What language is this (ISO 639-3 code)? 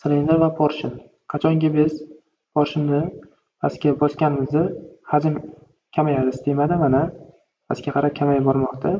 uzb